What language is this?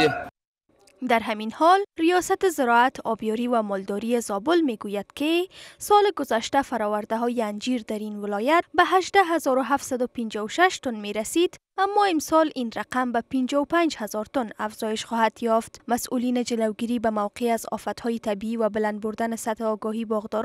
Persian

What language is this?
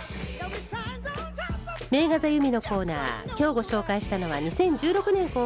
Japanese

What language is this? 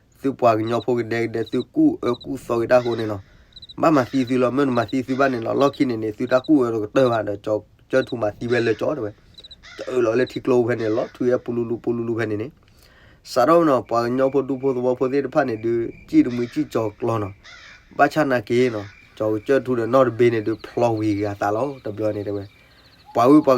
S'gaw Karen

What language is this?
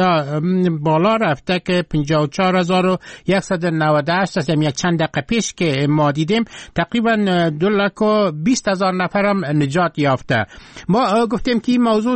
Persian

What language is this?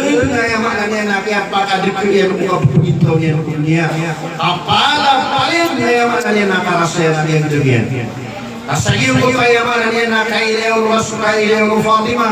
Maranao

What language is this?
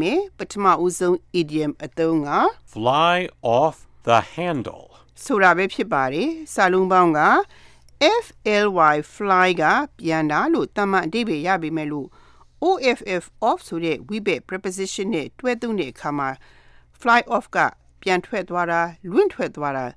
Burmese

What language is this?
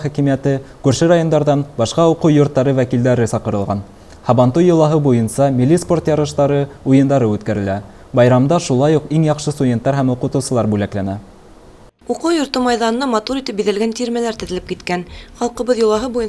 Bashkir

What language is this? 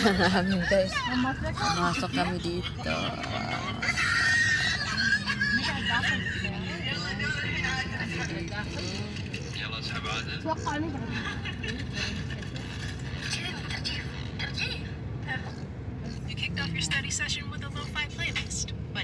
Filipino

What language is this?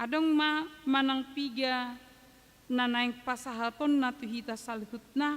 Batak Toba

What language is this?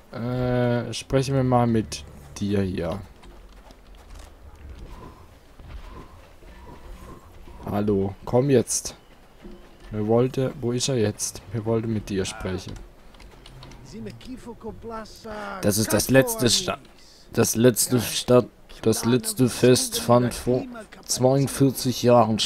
German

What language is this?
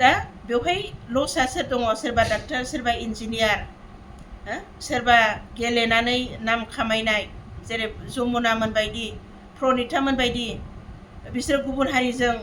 Bodo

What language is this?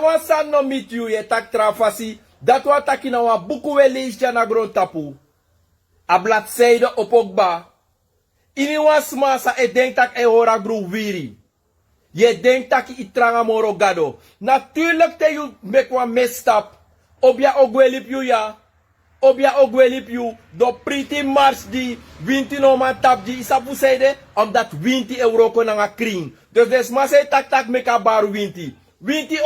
Sranan Tongo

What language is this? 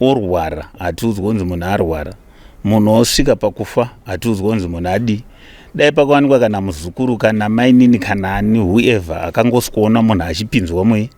Shona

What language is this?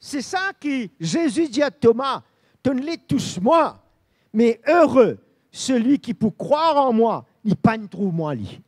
Morisyen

